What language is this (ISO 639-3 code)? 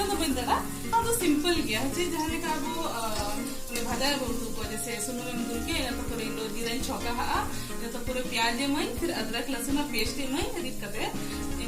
sat